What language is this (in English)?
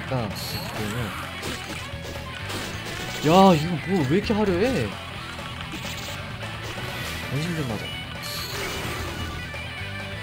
Korean